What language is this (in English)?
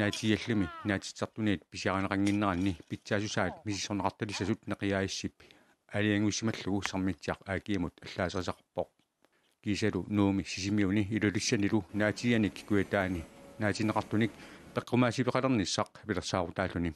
Kalaallisut